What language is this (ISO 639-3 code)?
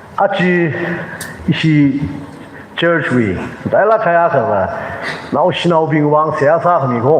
nmf